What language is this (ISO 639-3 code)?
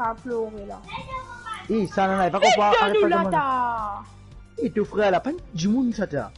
mfe